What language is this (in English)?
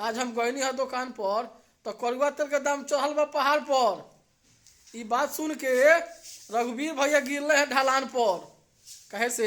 Bhojpuri